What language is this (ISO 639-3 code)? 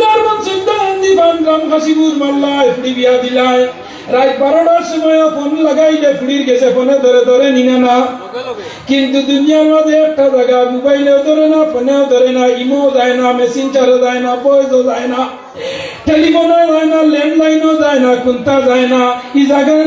syl